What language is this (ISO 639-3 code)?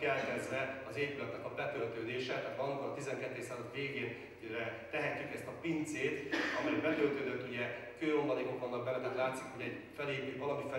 hun